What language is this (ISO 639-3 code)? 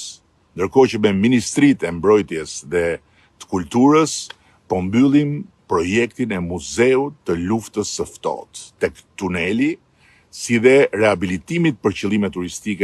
sqi